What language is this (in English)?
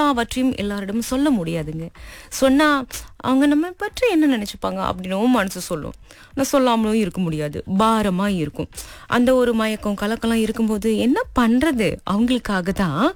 Tamil